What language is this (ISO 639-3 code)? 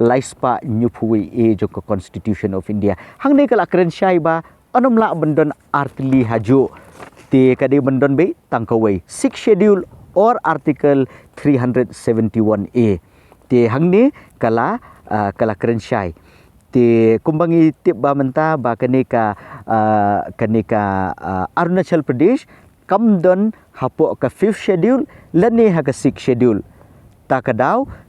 kha